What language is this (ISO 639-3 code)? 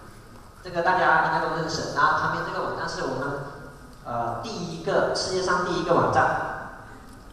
zho